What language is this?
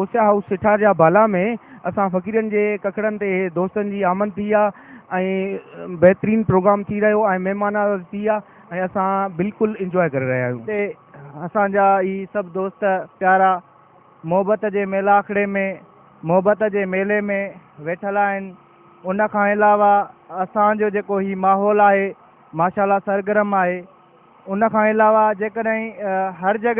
Sindhi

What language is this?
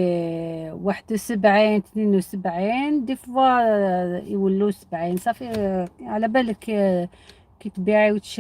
Algerian Arabic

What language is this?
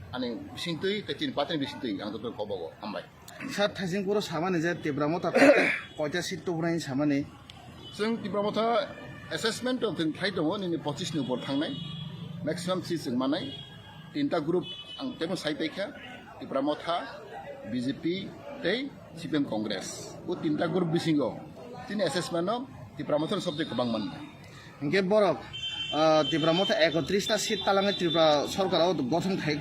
Kok Borok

